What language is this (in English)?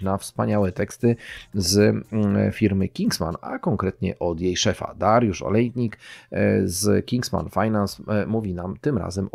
Polish